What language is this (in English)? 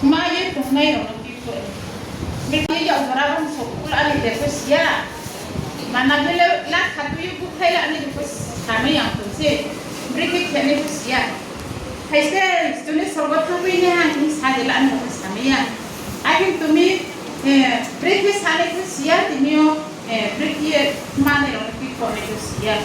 Riang (India)